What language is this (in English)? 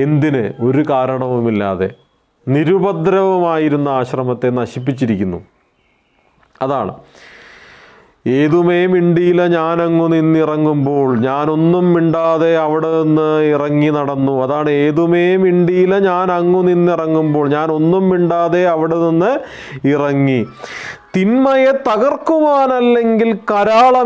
Malayalam